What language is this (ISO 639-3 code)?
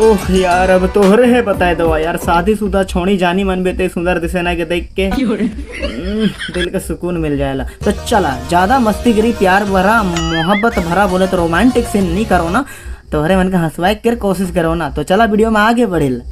sck